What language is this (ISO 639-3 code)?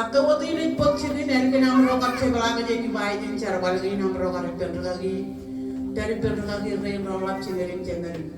mah